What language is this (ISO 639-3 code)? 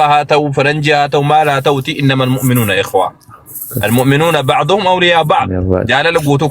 orm